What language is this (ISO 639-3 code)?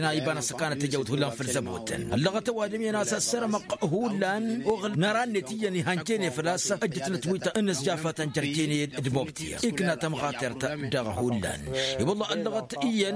taq